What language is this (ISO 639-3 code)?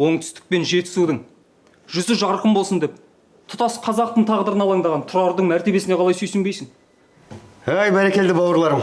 kaz